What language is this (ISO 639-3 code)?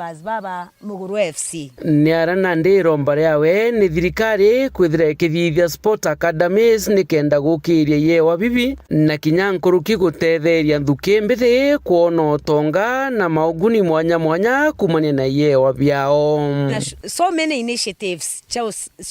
mer